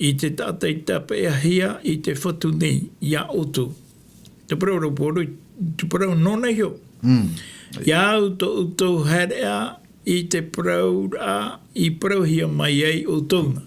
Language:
Tahitian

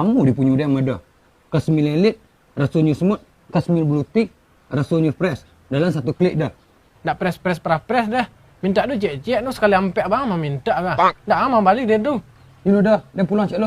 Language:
Minangkabau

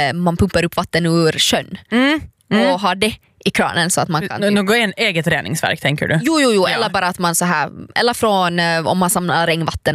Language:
Swedish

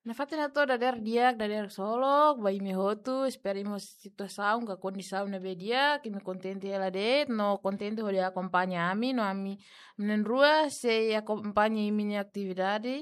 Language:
Tetum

